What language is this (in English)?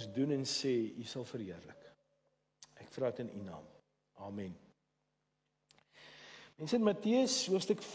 Afrikaans